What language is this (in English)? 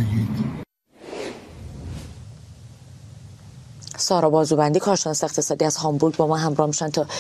Persian